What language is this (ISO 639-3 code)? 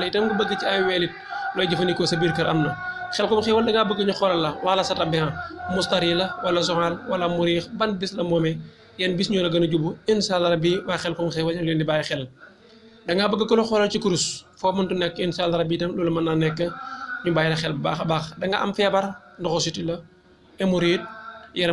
wol